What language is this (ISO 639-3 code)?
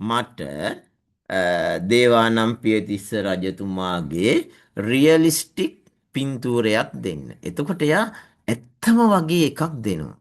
sin